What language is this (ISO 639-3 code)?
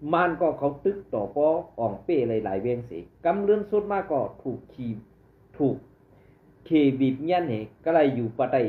shn